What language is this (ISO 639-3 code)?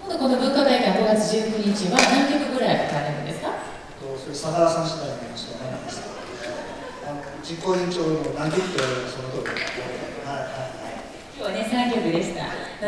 jpn